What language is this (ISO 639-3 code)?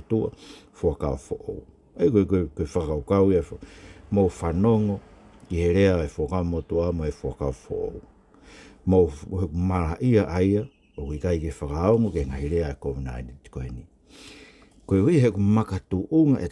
ton